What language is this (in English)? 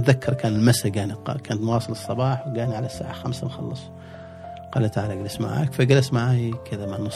Gulf Arabic